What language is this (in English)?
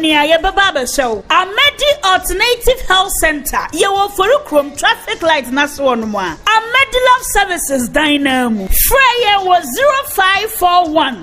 Akan